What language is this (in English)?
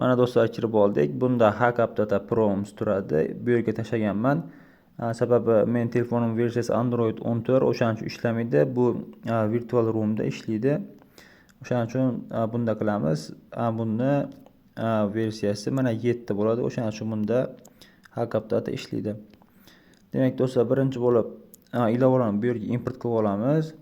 Uzbek